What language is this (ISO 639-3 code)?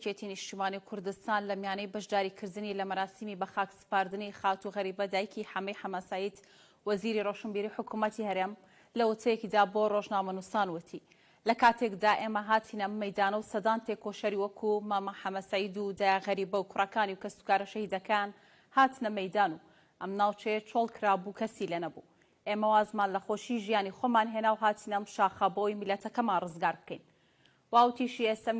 ckb